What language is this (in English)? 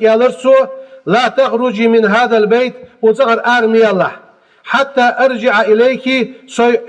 Ingush